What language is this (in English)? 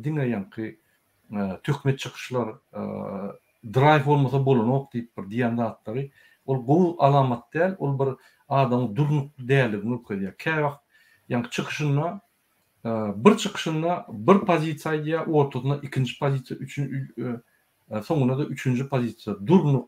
Turkmen